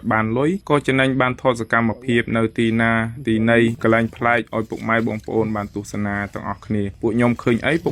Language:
Khmer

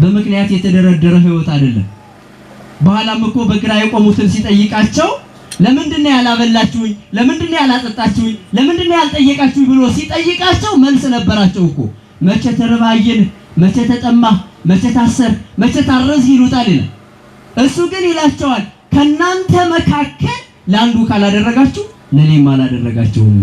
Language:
Amharic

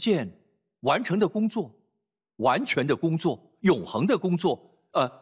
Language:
Chinese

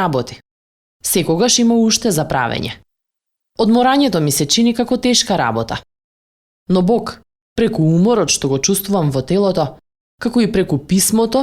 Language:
Macedonian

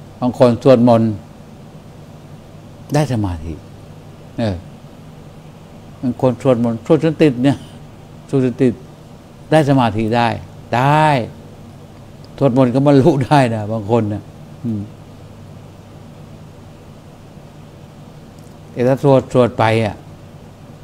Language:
Thai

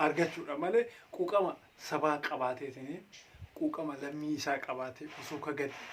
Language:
Oromo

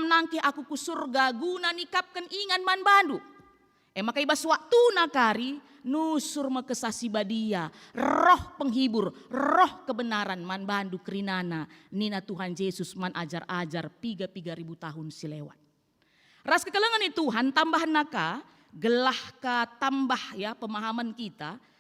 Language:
Batak Karo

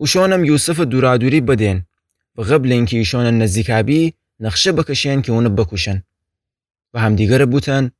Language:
Gilaki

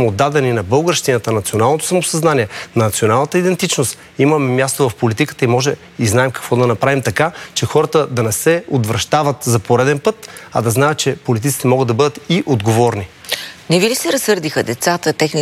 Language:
Bulgarian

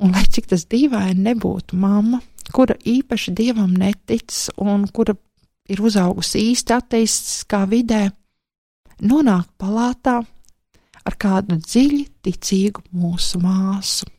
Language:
Latvian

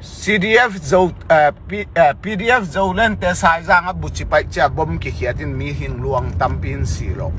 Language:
Tedim Chin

